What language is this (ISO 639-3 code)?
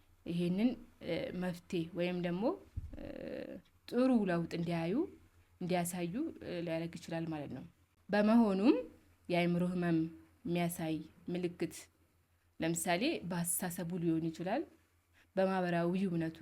amh